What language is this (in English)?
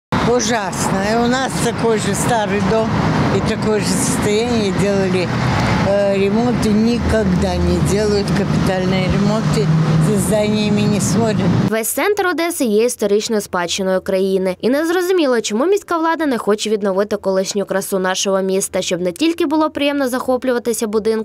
Ukrainian